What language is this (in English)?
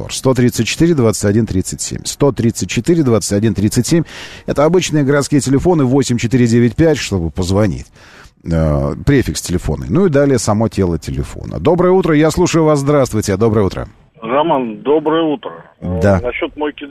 Russian